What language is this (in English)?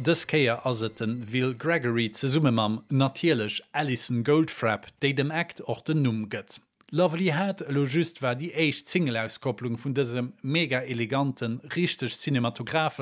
Luxembourgish